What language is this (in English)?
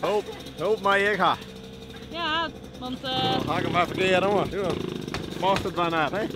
Western Frisian